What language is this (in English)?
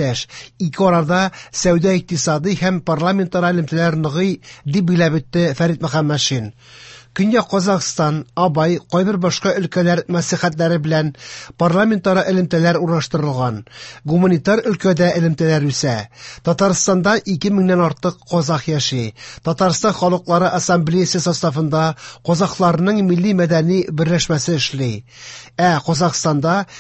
Tatar